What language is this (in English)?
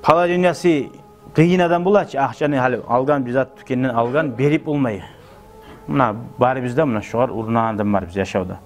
Kumyk